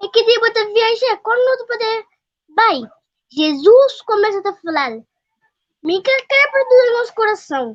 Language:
Kabuverdianu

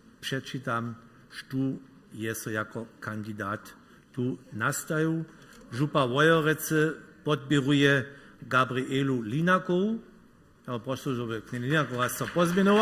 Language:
Upper Sorbian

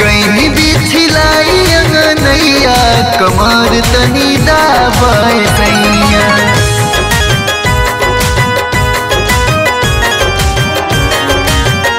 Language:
Bhojpuri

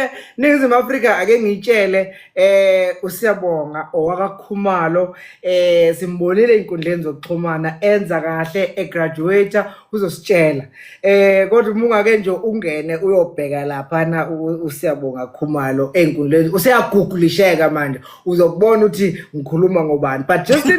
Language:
Zulu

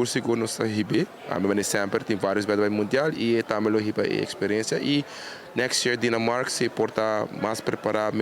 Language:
Papiamento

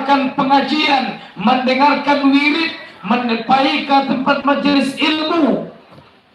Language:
Minangkabau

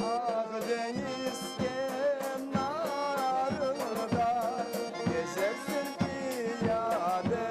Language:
Crimean Tatar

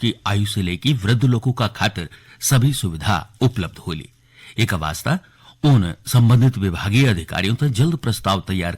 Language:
Garhwali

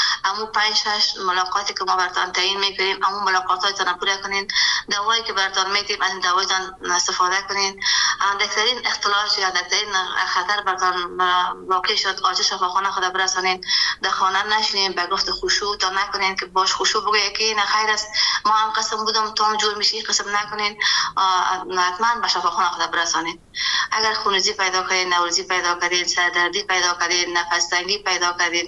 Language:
Persian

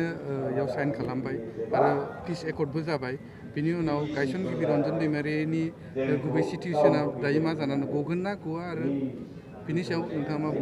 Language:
Bodo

